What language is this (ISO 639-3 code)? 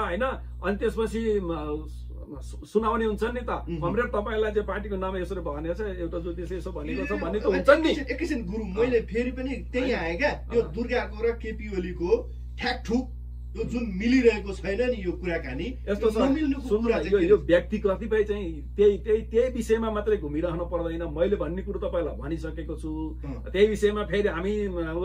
nep